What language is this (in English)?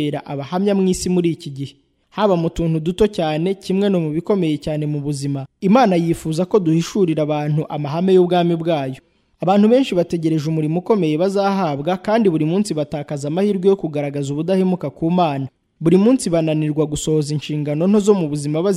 Kinyarwanda